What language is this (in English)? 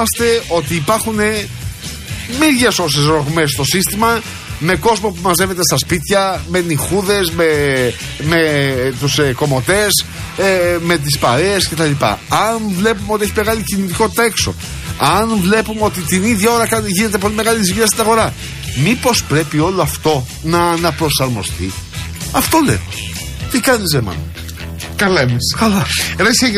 Greek